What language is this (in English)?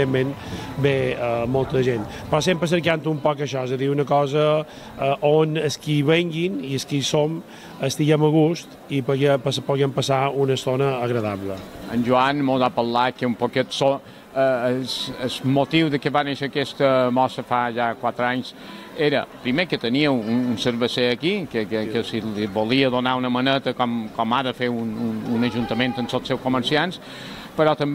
Catalan